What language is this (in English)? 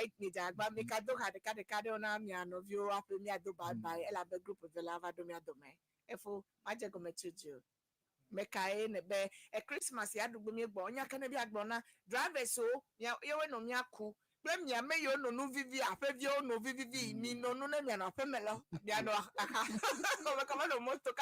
Ewe